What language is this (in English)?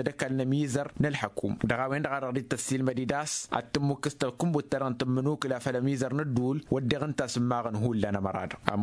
Tamasheq